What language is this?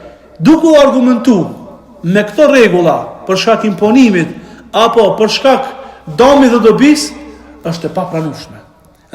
Albanian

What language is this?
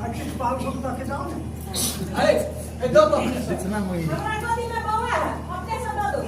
Maithili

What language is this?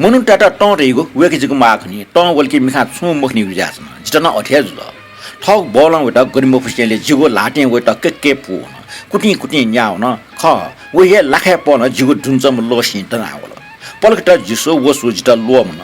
Newari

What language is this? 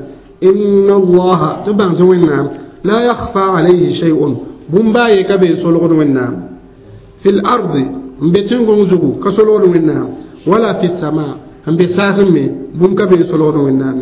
Mossi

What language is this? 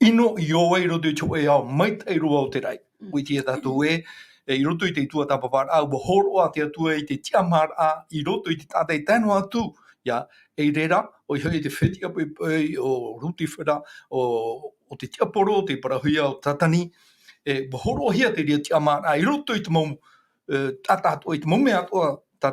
Tahitian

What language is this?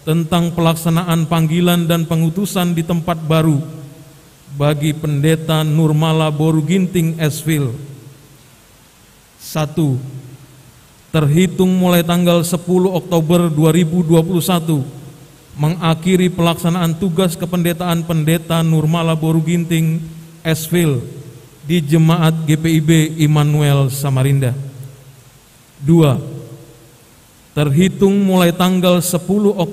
Indonesian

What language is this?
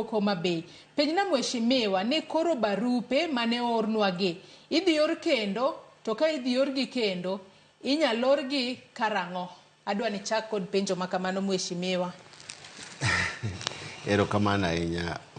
Luo (Kenya and Tanzania)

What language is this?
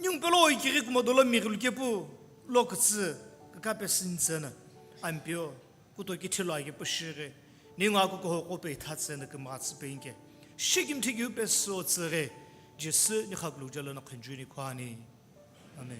Sumi Naga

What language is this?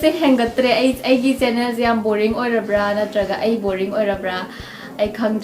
Manipuri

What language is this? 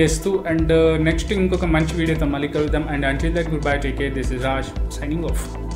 Telugu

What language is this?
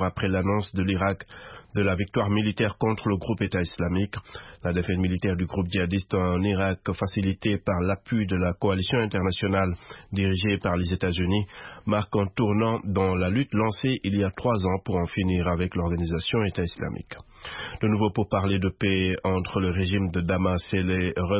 French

